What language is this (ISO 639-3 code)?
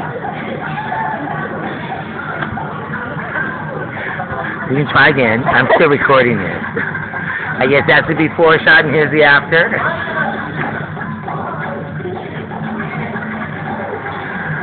eng